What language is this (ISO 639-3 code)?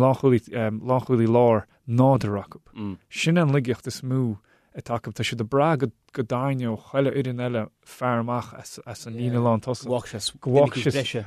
gle